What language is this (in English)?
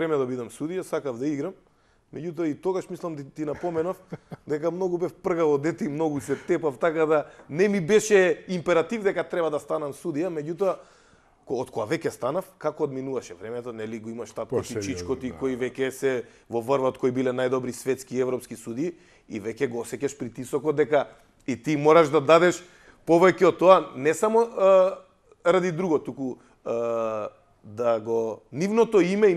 Macedonian